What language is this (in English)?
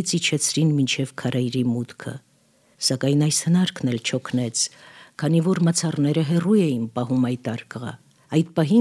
Armenian